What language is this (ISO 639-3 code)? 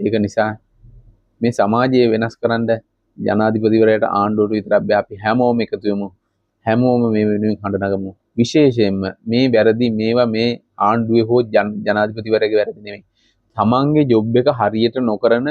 sin